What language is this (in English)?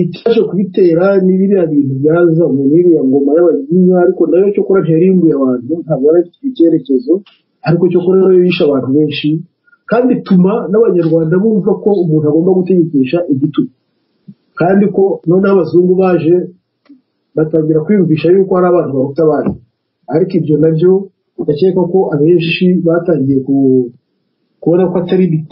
Kinyarwanda